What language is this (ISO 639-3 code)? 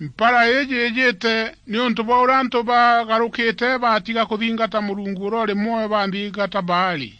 mer